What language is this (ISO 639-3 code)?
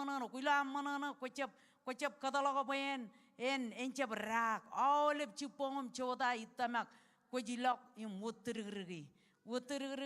mah